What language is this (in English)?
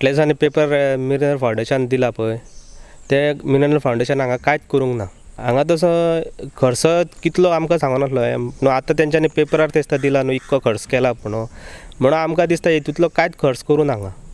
Konkani